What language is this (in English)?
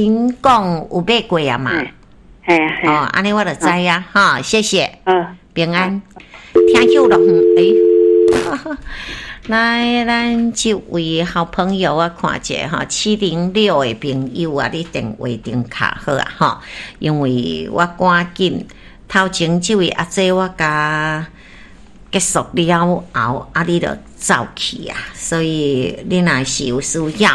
Min Nan Chinese